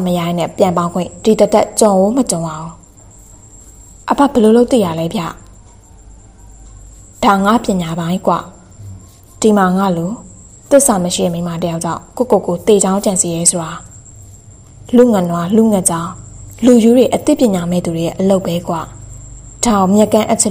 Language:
Burmese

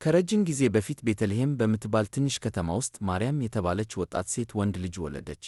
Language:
Amharic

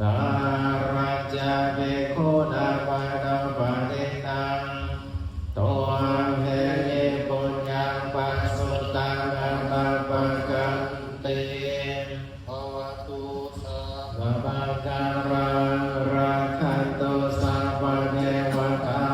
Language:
Pali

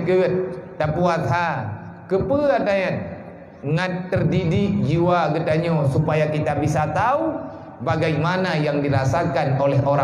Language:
Achinese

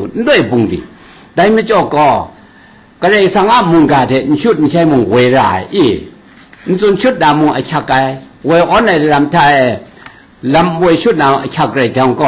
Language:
Kachin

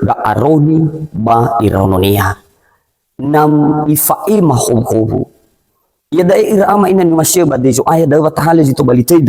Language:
Nias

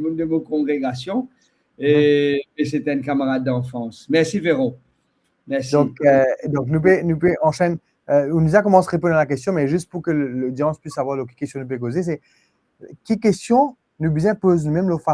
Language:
Morisyen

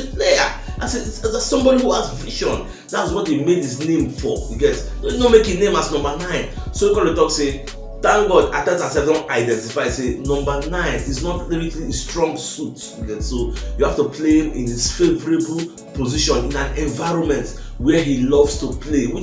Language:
Nigerian Pidgin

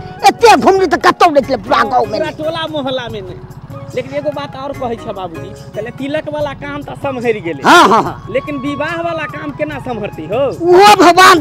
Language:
Maithili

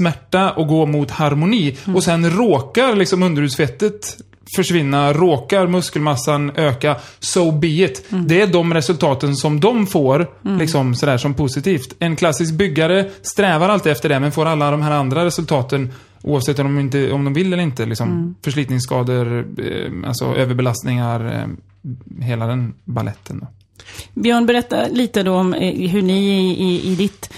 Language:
Swedish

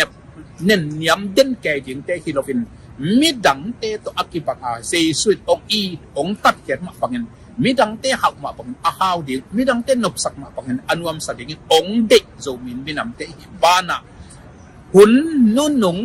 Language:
Tedim Chin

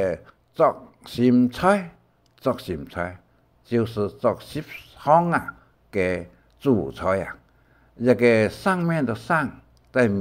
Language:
Hakka Chinese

